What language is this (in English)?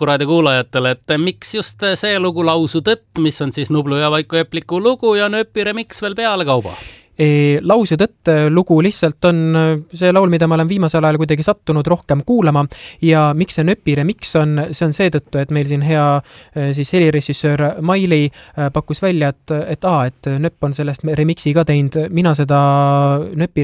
Estonian